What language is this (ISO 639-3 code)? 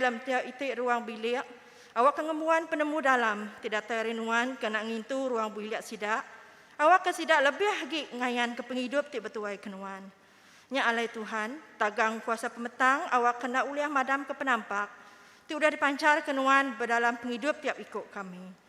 iba